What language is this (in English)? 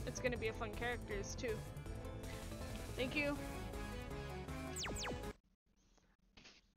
English